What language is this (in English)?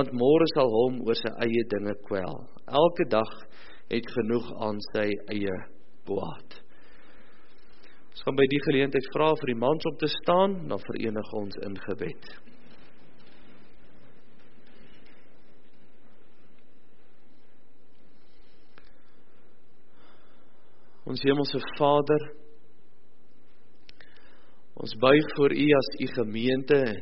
Afrikaans